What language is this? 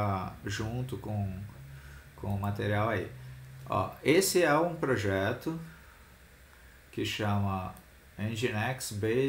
Portuguese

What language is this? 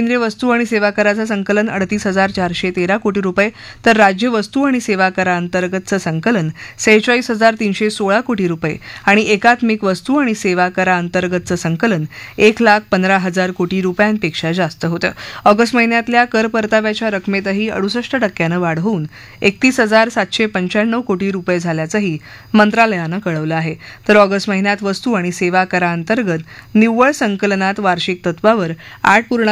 Marathi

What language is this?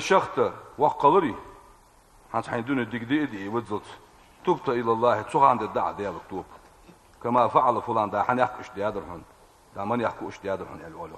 Ingush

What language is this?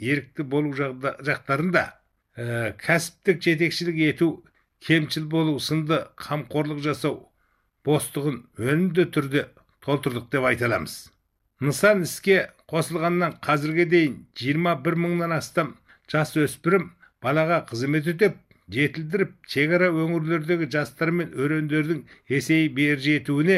Kazakh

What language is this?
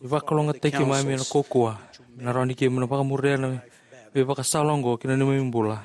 Fijian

